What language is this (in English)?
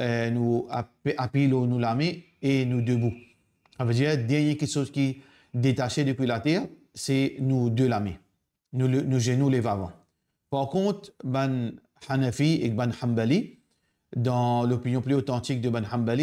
Morisyen